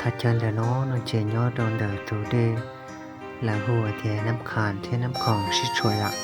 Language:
Hmong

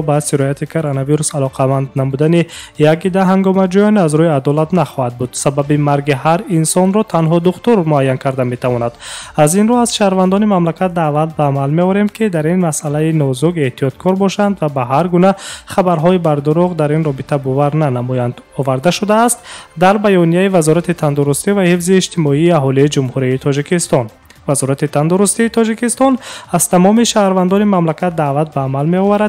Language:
Tajik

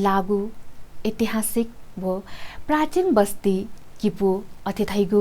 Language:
Newari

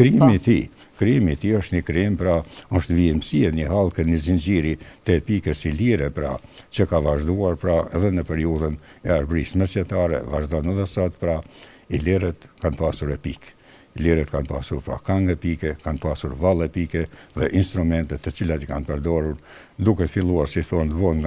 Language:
Albanian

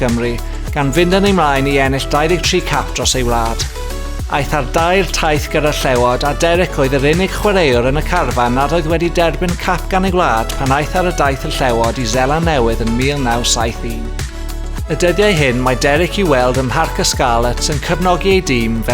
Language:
Welsh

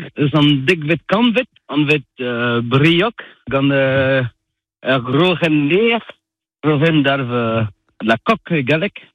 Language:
Breton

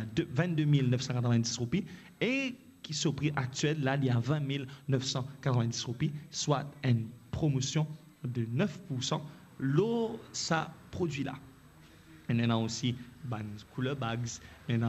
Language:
Morisyen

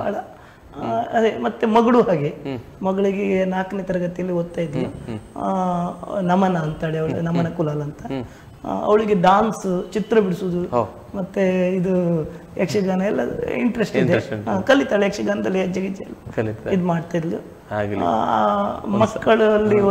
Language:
Kannada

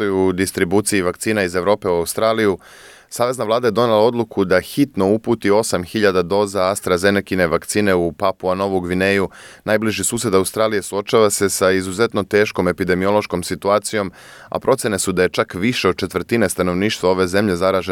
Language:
Serbian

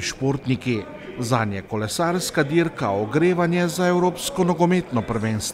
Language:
Slovenian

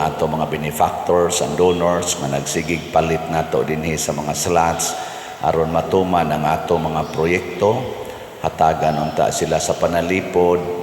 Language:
Cebuano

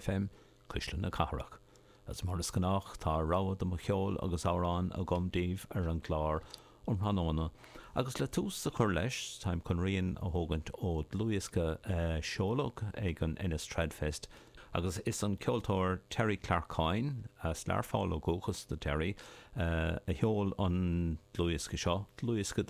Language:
Irish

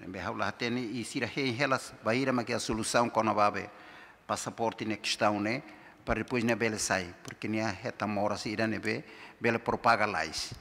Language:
Tetum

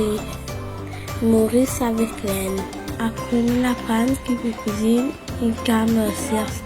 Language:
Morisyen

